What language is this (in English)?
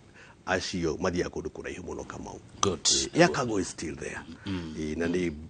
Kikuyu